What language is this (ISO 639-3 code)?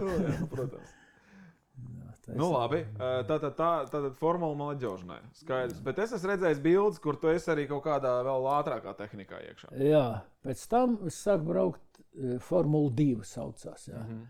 lav